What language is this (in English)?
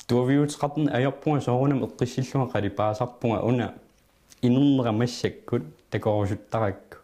Kalaallisut